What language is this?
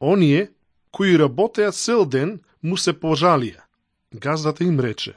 Macedonian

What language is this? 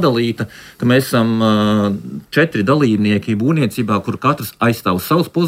Latvian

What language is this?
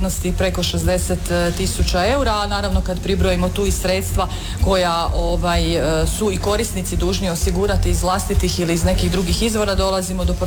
Croatian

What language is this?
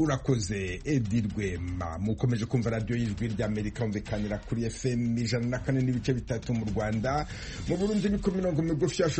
Kinyarwanda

